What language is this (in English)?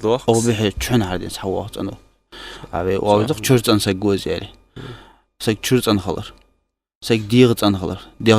Ingush